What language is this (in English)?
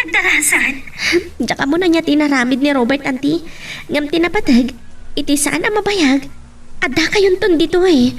Iloko